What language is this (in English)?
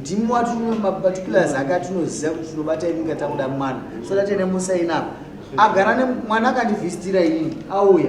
Shona